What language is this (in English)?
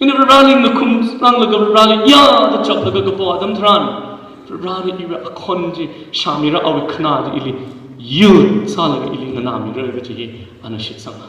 Tangkhul Naga (India)